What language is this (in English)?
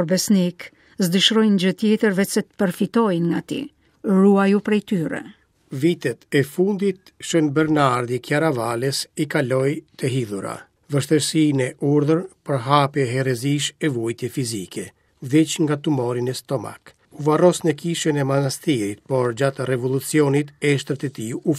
Albanian